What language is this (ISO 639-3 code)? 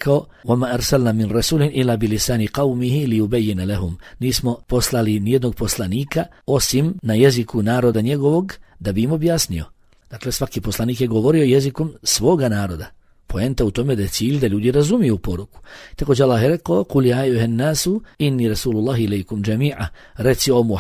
bos